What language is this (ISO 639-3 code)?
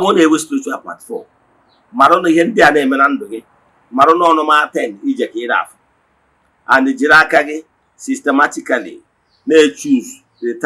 ibo